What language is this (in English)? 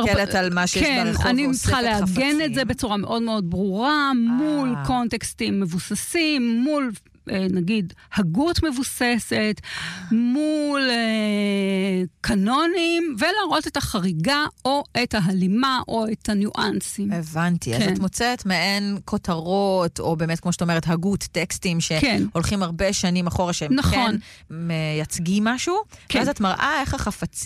Hebrew